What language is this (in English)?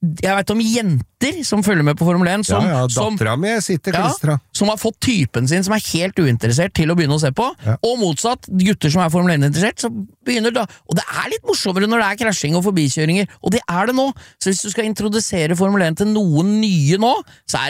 Norwegian